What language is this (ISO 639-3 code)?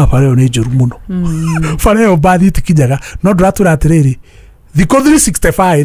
kik